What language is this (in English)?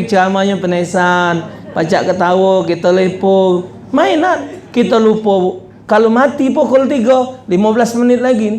Musi